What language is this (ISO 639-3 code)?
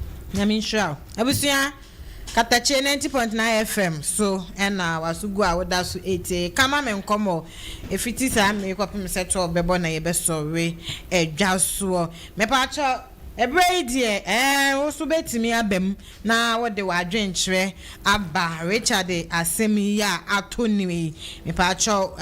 aka